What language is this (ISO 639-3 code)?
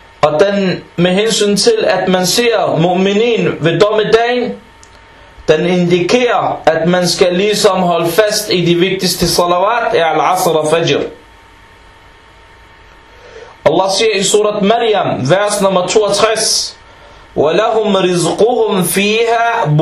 dan